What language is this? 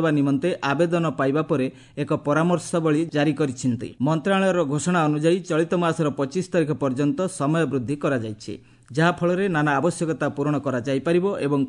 Odia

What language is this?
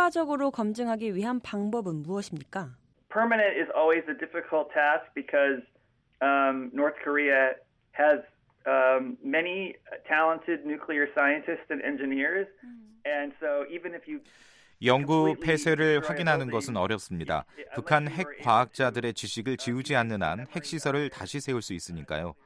Korean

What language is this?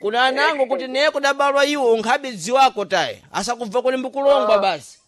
Sena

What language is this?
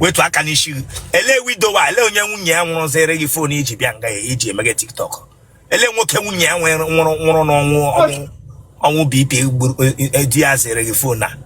Igbo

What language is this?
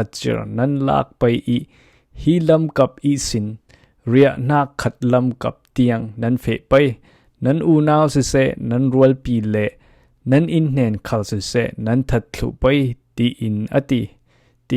Falam Chin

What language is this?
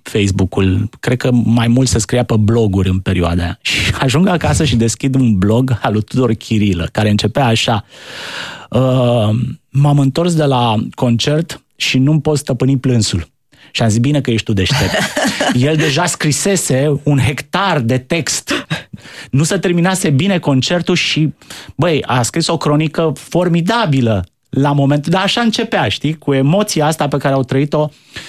Romanian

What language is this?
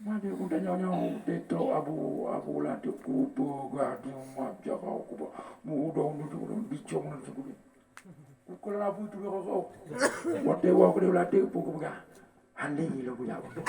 Achinese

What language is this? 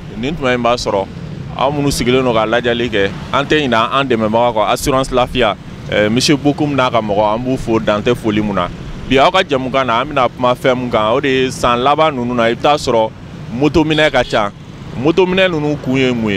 Bambara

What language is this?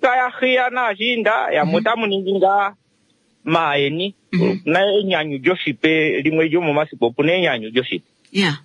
Kuanyama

